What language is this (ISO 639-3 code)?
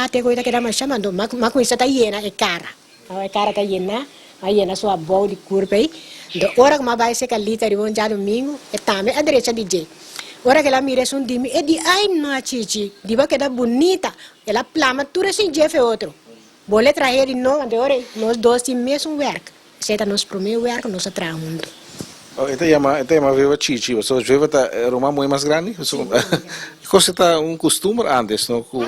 pap